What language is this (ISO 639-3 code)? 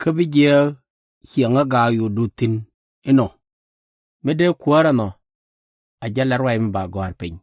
nus